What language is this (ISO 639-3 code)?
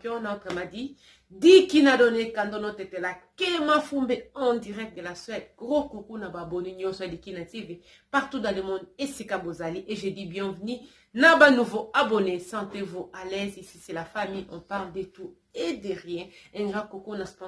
lin